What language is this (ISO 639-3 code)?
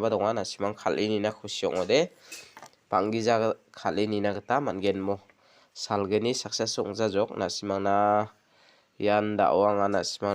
grt